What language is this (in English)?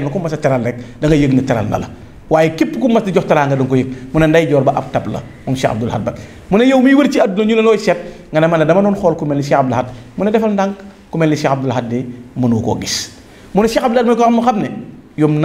Wolof